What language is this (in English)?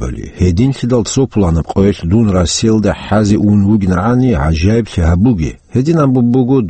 Avaric